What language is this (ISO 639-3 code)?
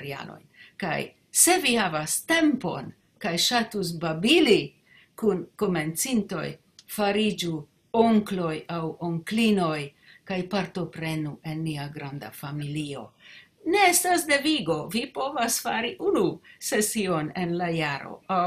epo